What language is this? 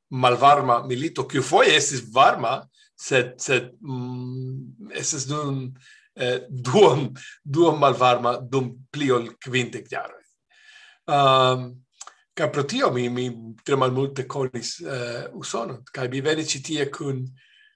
Esperanto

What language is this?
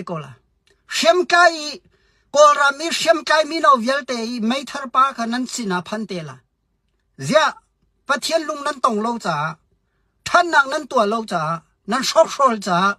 Hakha Chin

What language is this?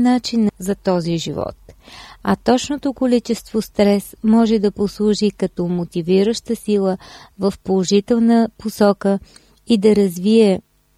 Bulgarian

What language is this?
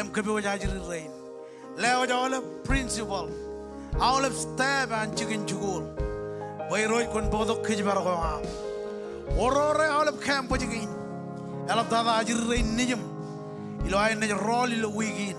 Marshallese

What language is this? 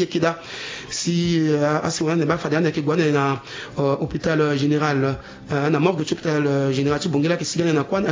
Sango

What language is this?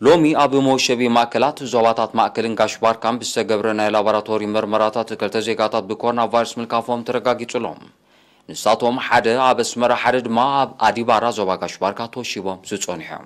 Tigrinya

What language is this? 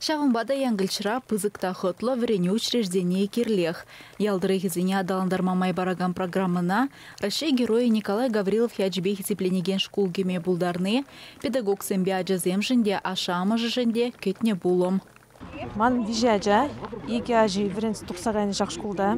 Chuvash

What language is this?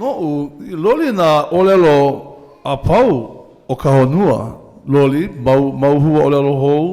Hawaiian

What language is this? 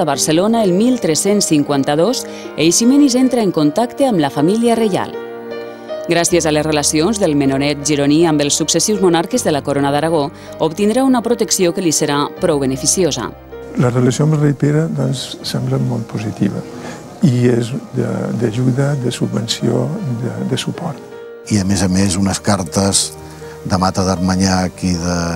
Catalan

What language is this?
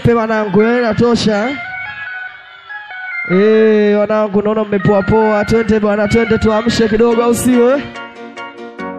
Swahili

